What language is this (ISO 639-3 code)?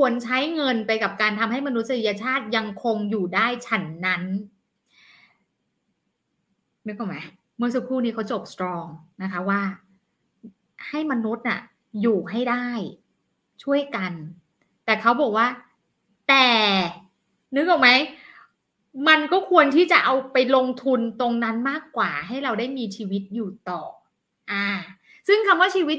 tha